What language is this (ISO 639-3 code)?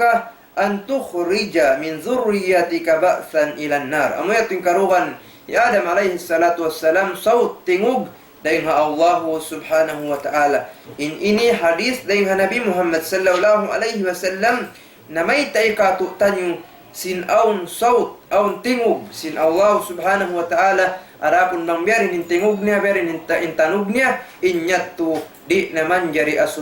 tsg